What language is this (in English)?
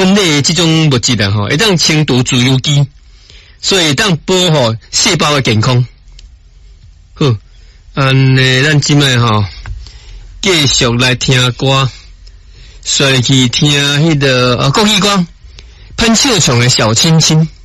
Min Nan Chinese